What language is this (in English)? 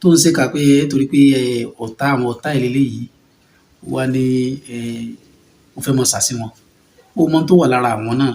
Yoruba